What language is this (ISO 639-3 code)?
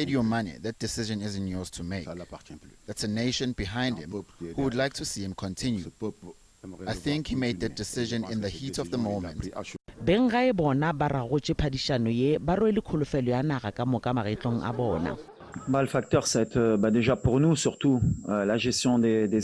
nso